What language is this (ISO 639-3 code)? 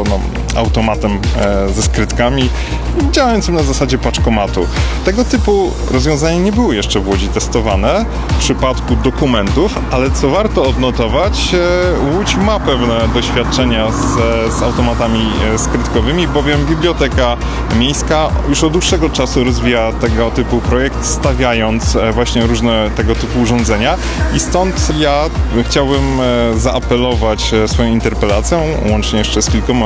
pol